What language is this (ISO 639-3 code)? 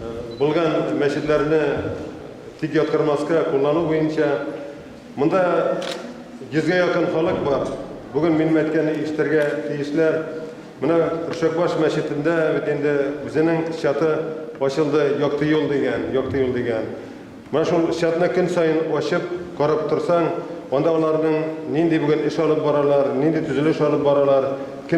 bak